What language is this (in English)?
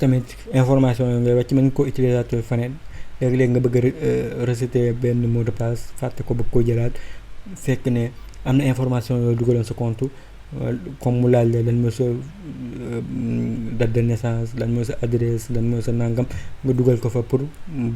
Wolof